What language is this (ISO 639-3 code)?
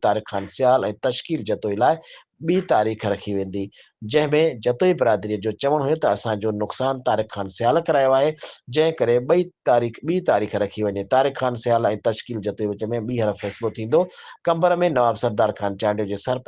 snd